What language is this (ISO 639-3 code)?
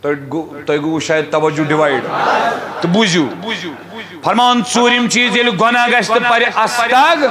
kas